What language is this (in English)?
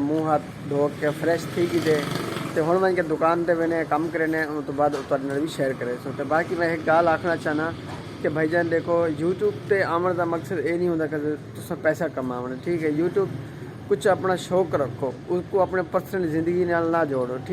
Saraiki